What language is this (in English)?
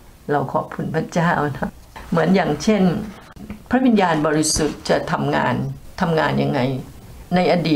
Thai